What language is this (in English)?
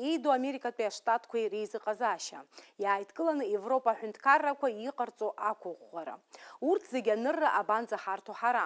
Abkhazian